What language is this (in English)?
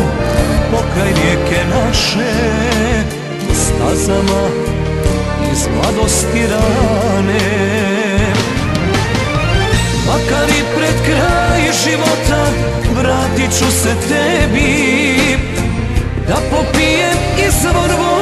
Croatian